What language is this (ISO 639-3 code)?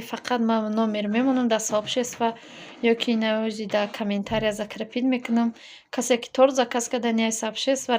tgk